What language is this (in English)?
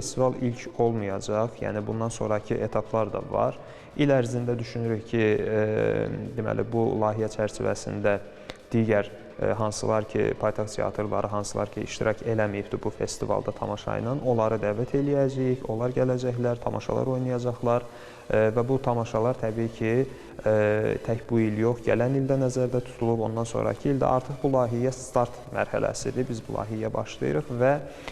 Azerbaijani